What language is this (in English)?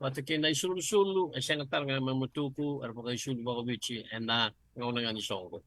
Fijian